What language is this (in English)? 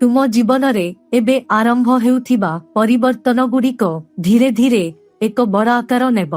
Odia